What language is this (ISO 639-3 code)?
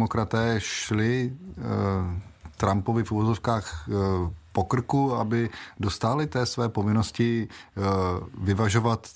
ces